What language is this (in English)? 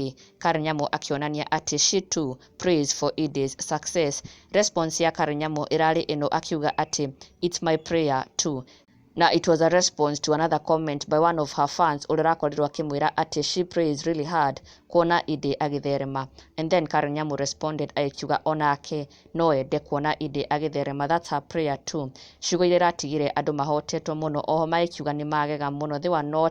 Kikuyu